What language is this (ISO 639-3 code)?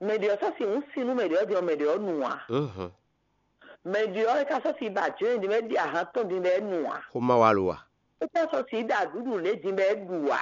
fon